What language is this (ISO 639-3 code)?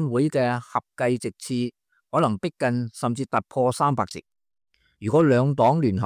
yue